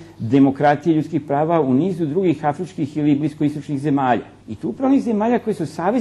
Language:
Serbian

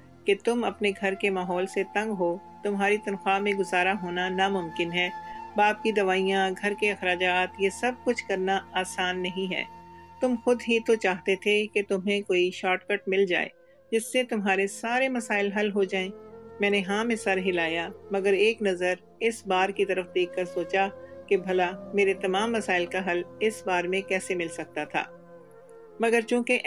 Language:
Urdu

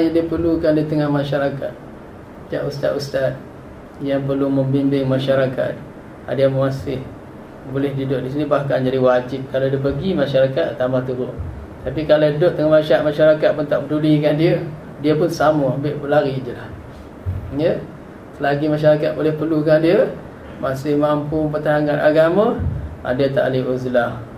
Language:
Malay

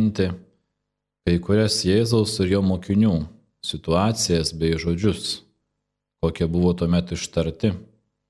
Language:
Lithuanian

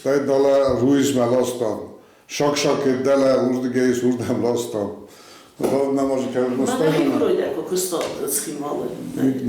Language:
Ossetic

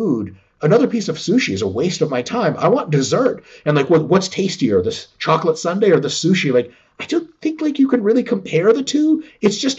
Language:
English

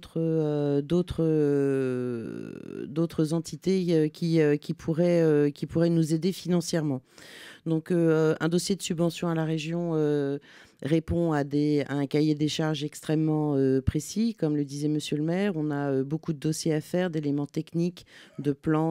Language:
French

